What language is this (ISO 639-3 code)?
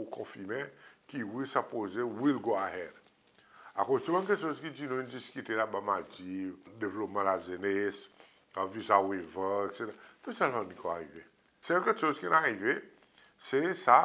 crs